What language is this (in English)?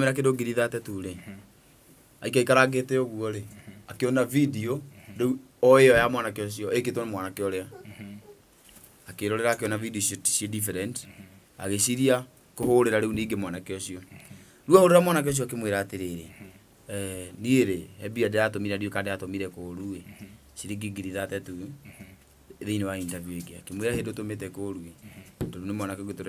Kikuyu